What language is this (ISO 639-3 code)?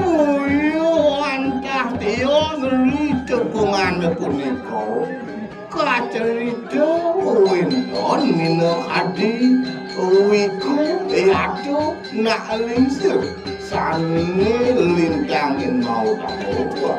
ban